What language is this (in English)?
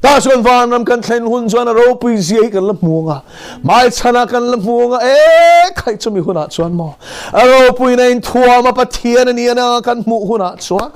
Mizo